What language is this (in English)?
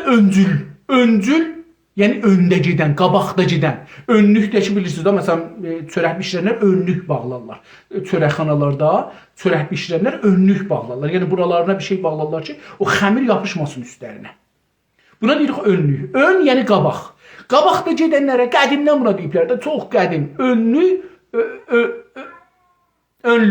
South Azerbaijani